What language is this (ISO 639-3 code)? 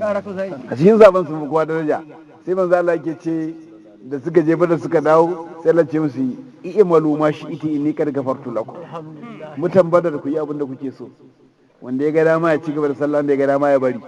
hau